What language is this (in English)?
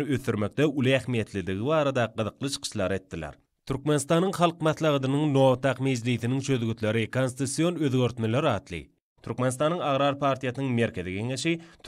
Turkmen